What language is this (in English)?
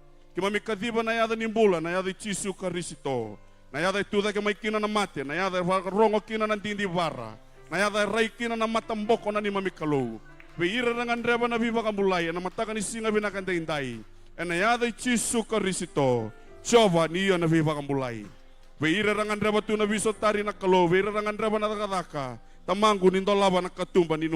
Fijian